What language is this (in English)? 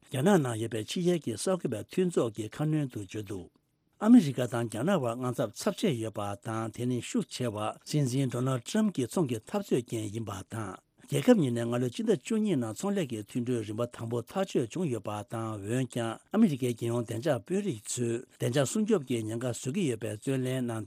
Tibetan